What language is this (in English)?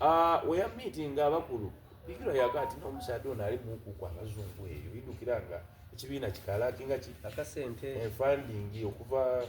Soga